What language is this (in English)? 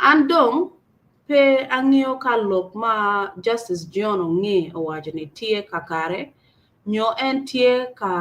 Acoli